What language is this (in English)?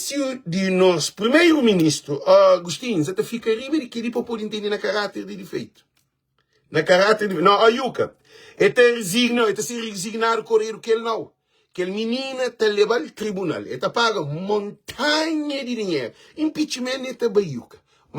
Kabuverdianu